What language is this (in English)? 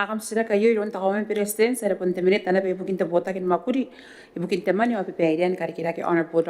Gilbertese